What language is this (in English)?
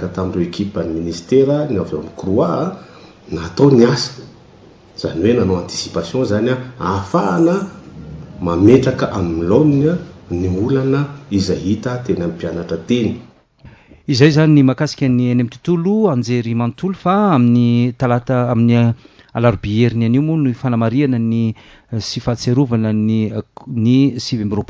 Malagasy